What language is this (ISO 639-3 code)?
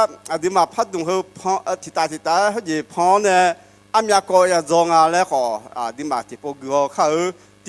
ahk